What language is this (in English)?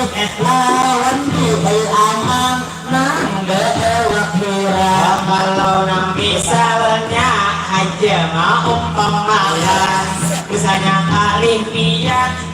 Banjar